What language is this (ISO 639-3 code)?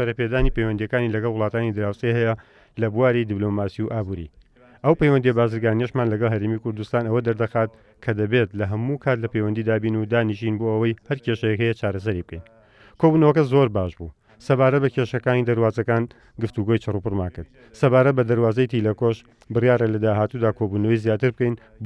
ckb